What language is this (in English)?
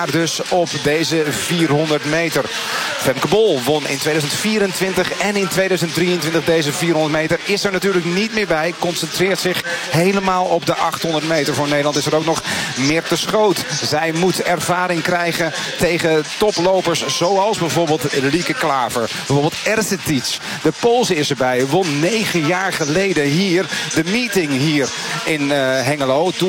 Dutch